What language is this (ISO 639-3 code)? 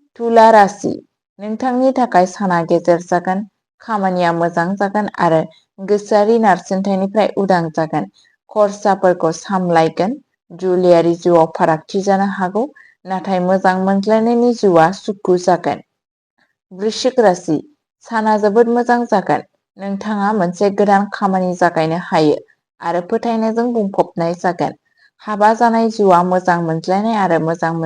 brx